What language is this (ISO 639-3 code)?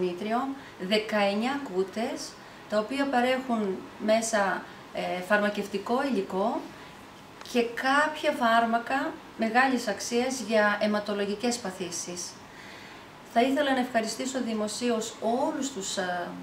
ell